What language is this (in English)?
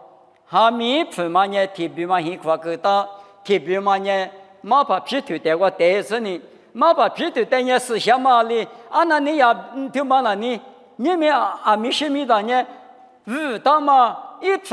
Lisu